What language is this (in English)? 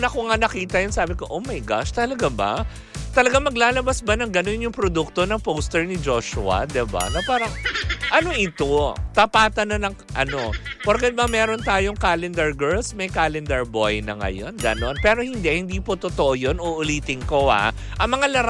Filipino